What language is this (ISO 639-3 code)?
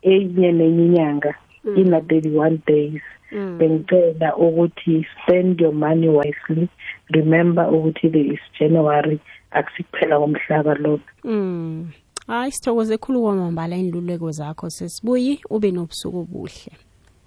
nbl